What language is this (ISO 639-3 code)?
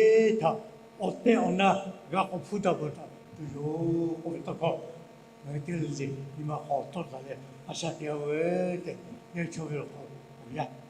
lhu